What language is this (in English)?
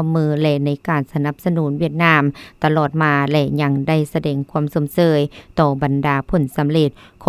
Lao